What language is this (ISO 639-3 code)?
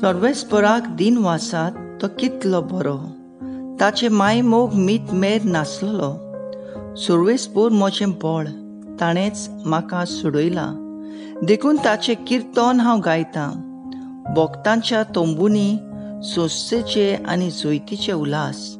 kok